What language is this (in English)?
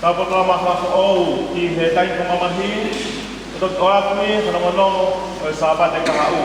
Tongan